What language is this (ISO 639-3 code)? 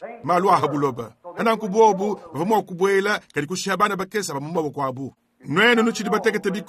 lua